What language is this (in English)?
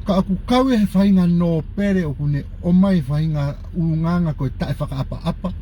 Tongan